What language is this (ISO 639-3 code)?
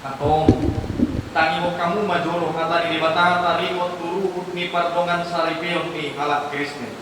bbc